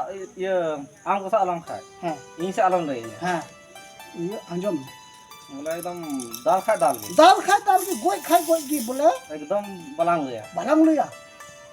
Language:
Santali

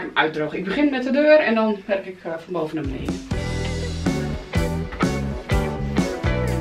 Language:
Dutch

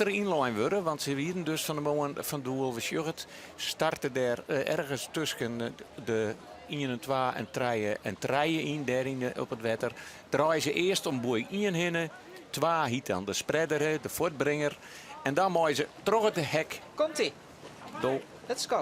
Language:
Western Frisian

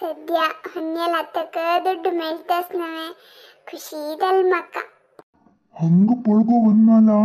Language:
Konkani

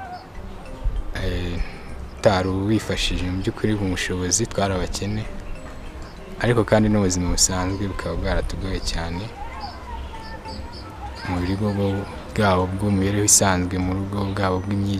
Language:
Kinyarwanda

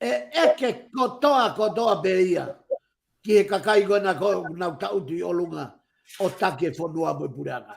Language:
Tongan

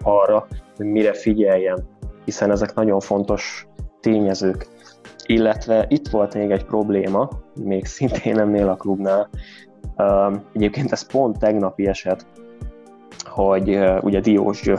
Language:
Hungarian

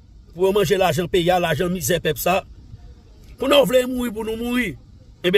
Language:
Haitian Creole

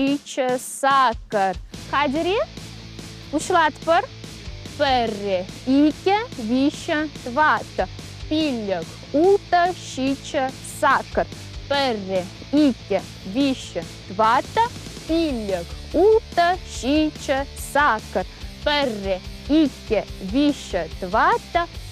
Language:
Chuvash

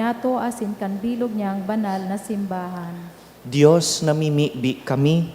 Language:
Bikol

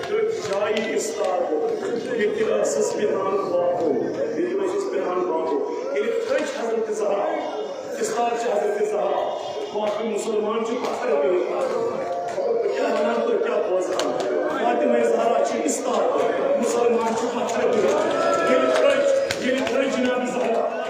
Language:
Kashmiri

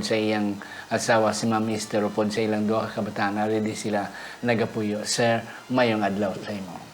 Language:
Hiligaynon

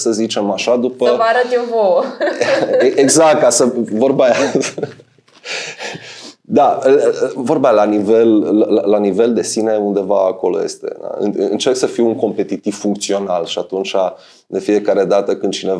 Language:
Romanian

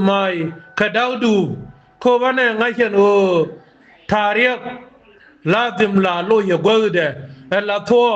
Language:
Nuer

